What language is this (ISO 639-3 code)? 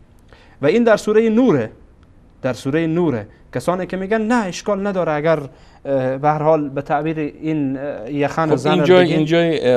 fas